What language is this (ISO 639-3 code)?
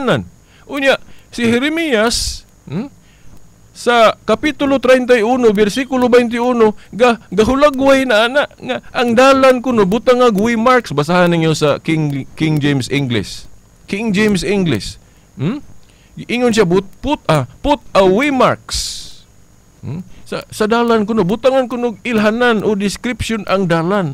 ceb